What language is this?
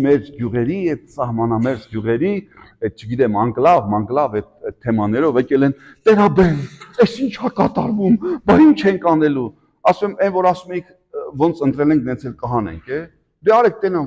Armenian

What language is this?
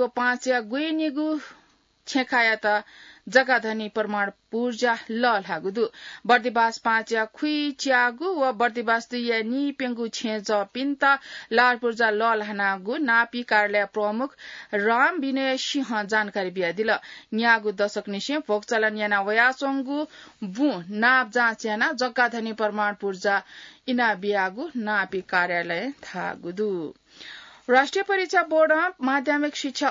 Newari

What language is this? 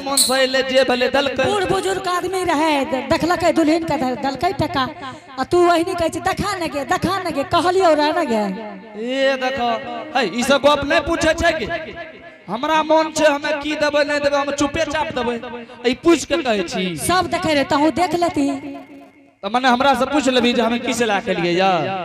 Angika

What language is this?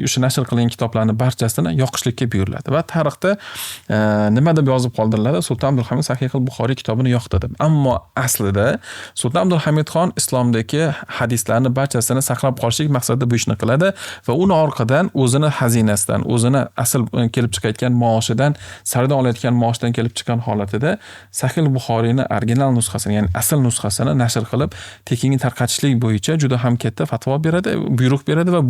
Uzbek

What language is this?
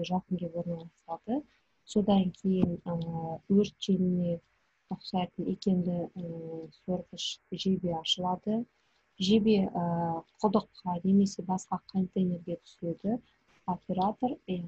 Kazakh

